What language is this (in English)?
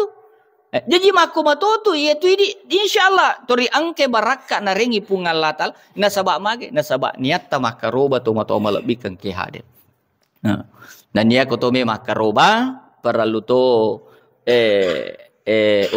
Buginese